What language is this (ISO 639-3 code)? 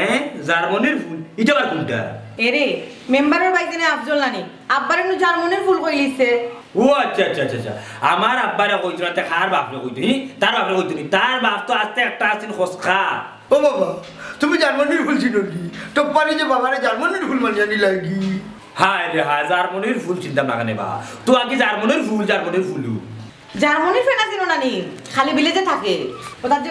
syl